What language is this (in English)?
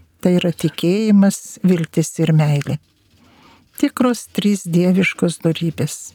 Lithuanian